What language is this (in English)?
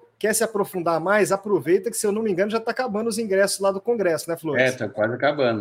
Portuguese